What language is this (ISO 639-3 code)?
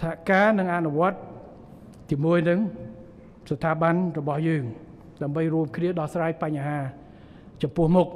khm